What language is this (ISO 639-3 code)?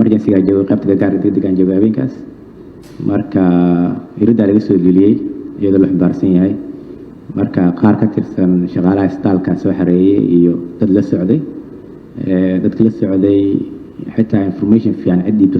som